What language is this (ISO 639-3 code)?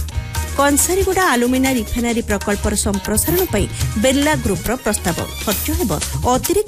ori